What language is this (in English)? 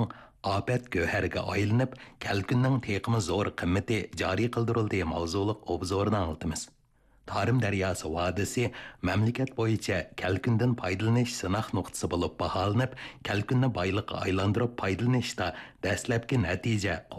Uyghur